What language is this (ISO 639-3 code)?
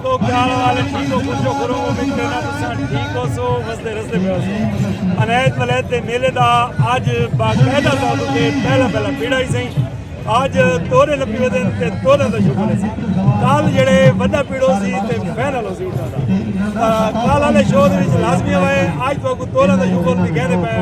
skr